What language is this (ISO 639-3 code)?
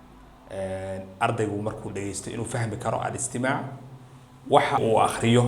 som